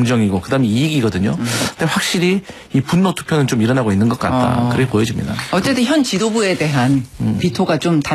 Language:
Korean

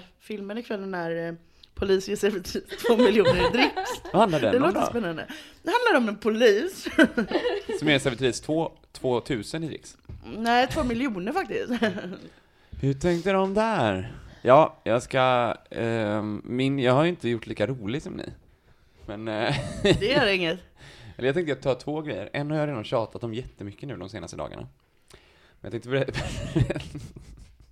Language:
Swedish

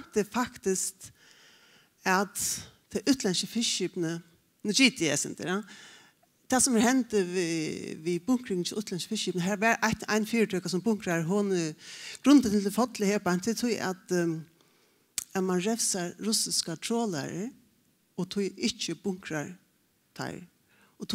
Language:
Faroese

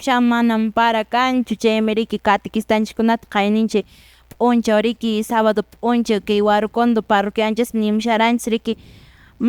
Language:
Quechua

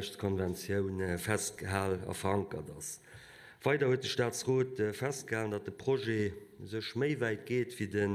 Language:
Luxembourgish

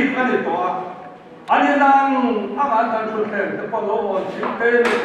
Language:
Mizo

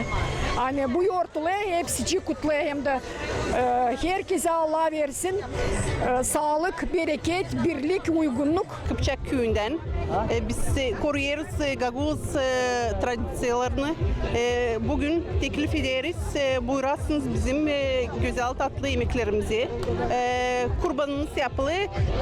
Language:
Gagauz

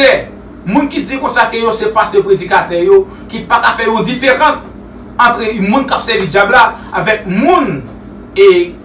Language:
Haitian Creole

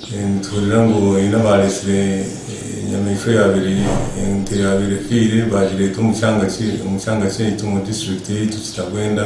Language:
Nyankole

